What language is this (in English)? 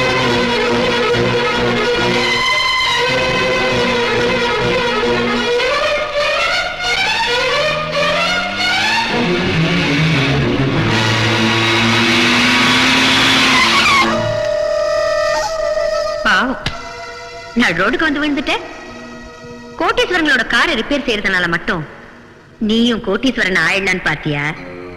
Tamil